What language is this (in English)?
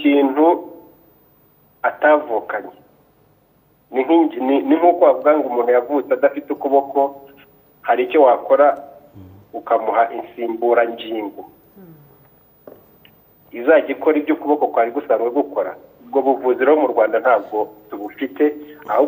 Kinyarwanda